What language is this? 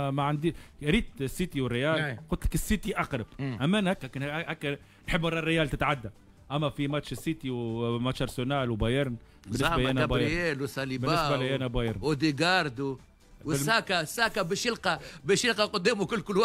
Tunisian Arabic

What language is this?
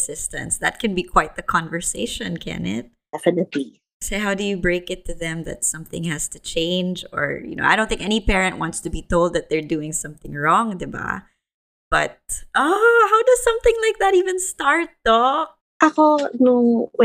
Filipino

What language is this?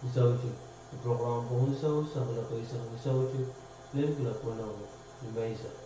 Pohnpeian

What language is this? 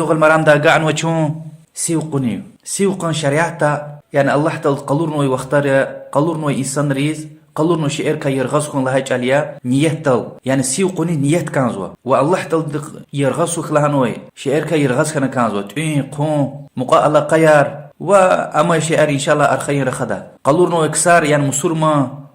Lezghian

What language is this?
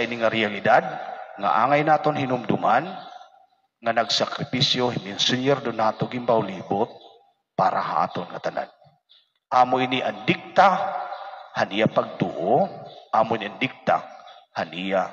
Waray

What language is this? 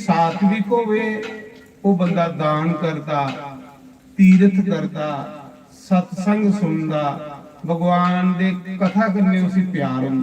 Dogri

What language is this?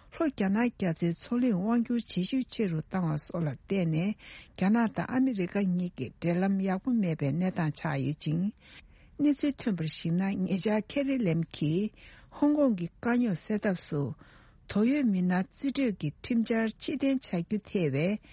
Tibetan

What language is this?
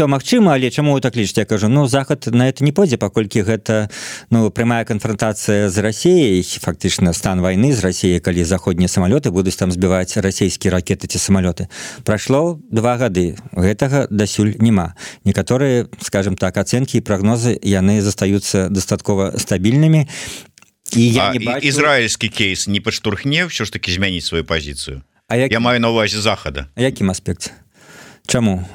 Belarusian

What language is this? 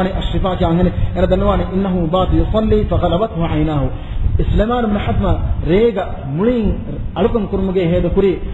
Divehi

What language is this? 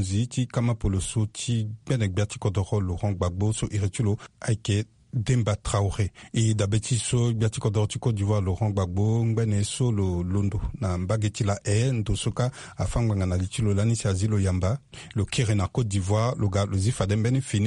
Sango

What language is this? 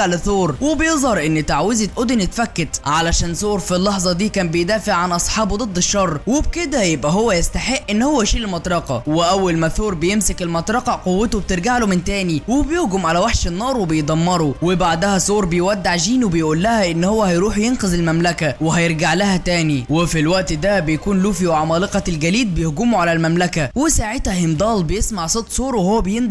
Egyptian Arabic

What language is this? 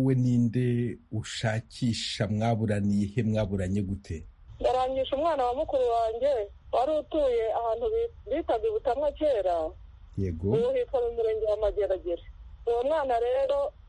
Kinyarwanda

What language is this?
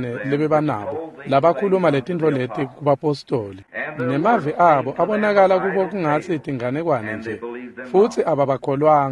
Swati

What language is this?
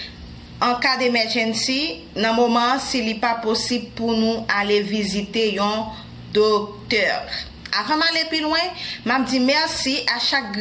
Haitian Creole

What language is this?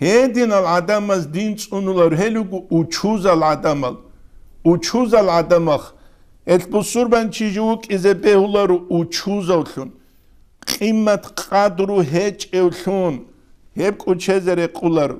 Avaric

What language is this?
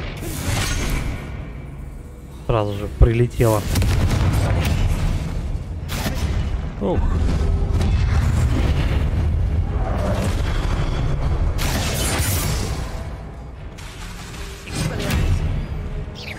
Russian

